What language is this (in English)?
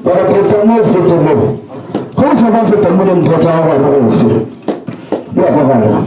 Northern Sotho